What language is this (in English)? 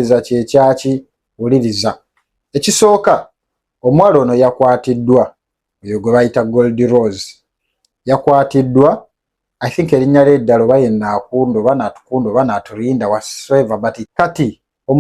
Ganda